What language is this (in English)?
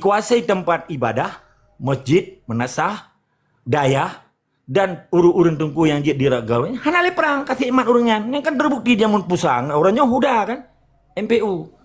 Achinese